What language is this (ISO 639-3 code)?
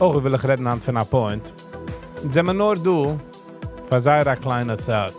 yid